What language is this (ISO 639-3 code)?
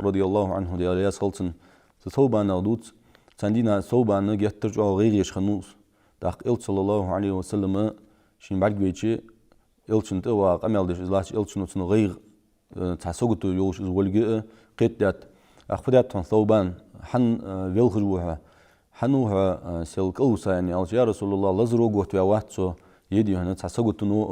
inh